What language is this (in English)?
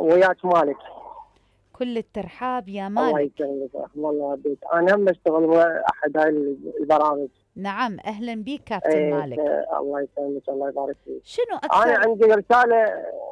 Mesopotamian Arabic